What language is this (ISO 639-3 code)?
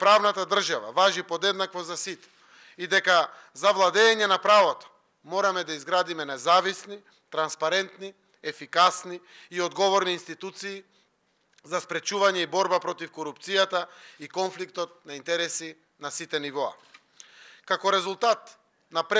mkd